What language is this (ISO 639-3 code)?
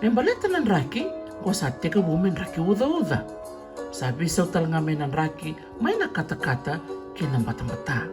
fij